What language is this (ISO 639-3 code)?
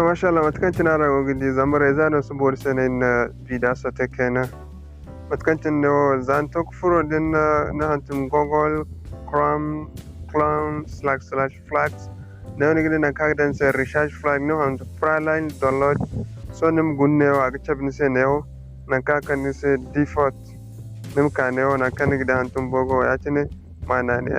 dje